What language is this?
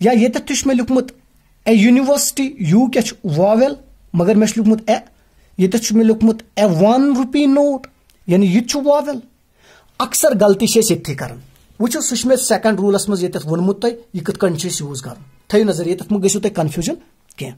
Kashmiri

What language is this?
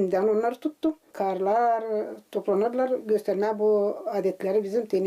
Gagauz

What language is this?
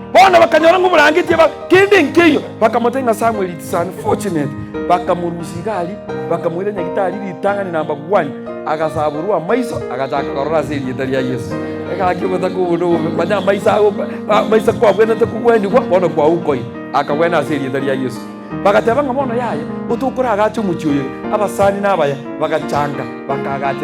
Gusii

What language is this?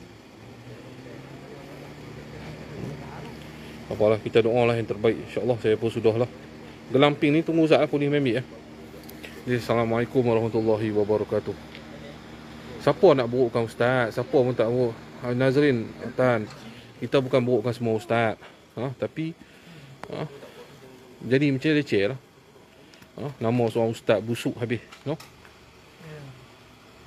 Malay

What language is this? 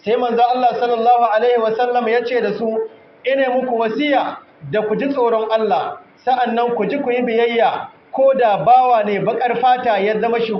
Hausa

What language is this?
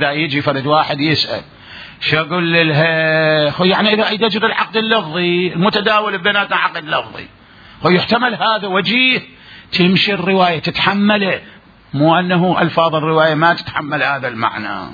Mesopotamian Arabic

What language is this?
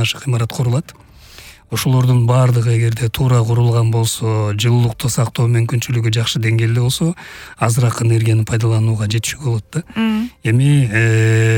Kyrgyz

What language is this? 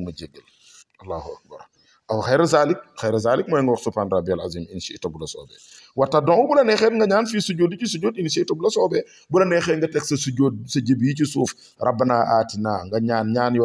Wolof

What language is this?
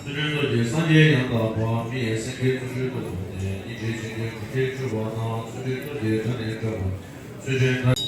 Tibetan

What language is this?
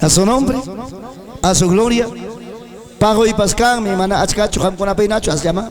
Ayacucho Quechua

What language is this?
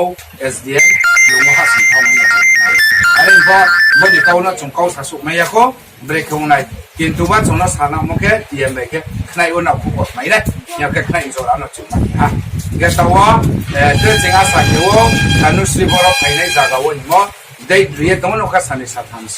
Riang (India)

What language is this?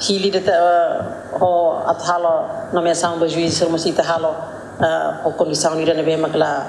Tetum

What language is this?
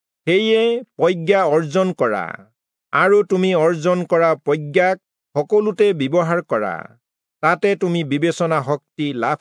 Assamese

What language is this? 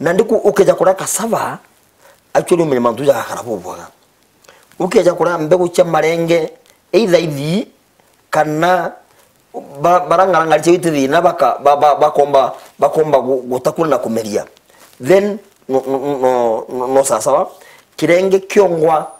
Meru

